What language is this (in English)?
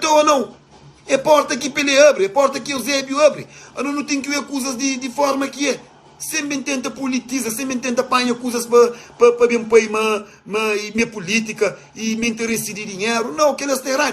Kabuverdianu